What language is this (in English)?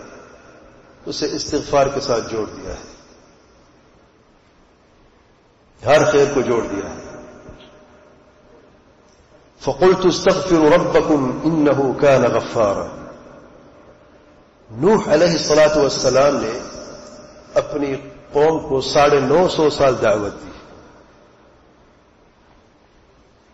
Urdu